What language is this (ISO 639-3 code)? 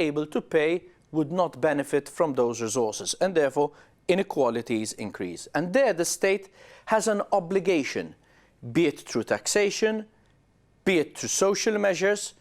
eng